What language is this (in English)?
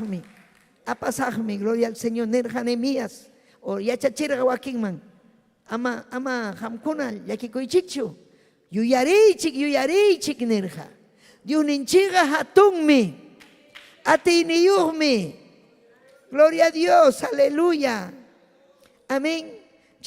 Ayacucho Quechua